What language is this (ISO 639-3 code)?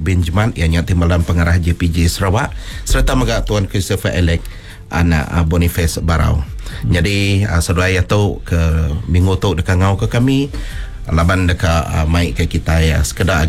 msa